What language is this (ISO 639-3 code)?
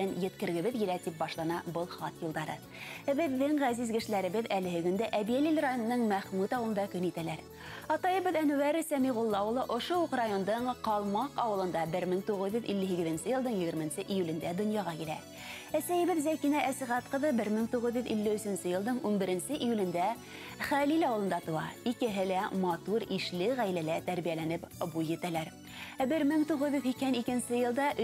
bak